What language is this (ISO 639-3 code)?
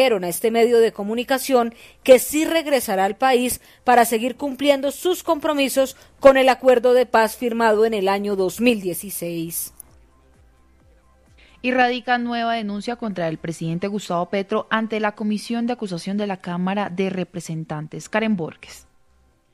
spa